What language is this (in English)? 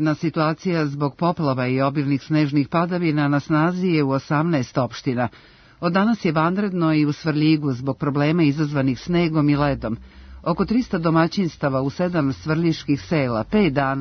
Serbian